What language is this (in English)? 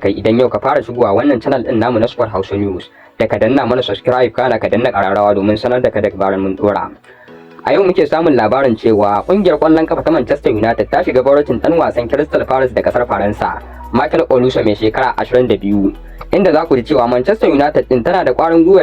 Hausa